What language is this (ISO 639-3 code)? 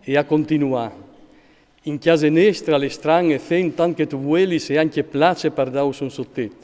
fur